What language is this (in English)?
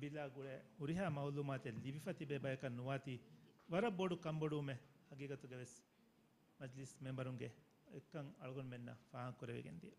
Divehi